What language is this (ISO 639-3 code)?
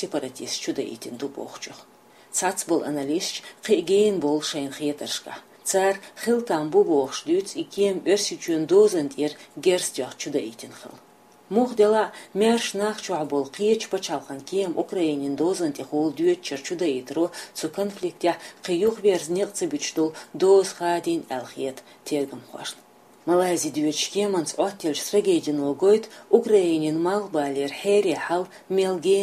che